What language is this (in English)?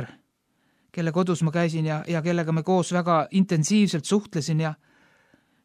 Estonian